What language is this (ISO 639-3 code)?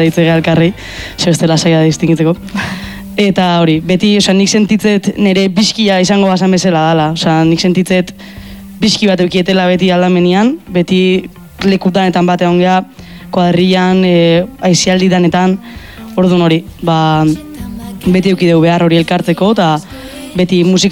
eus